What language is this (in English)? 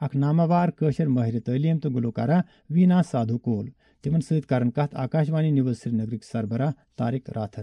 Kashmiri